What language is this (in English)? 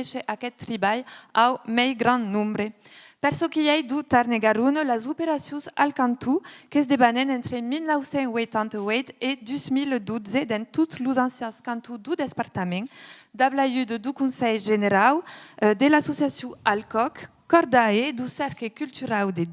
Occitan